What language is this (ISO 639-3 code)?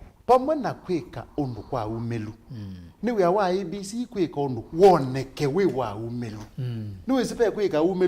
kam